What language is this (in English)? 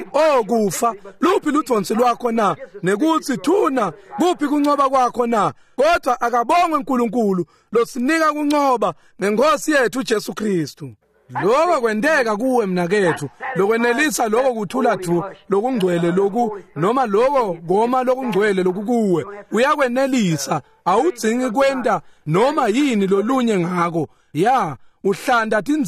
Swati